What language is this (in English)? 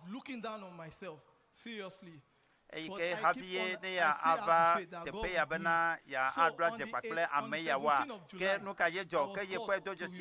Ewe